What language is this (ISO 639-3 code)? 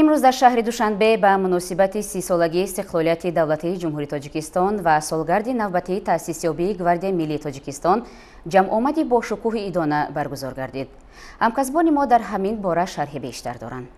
tgk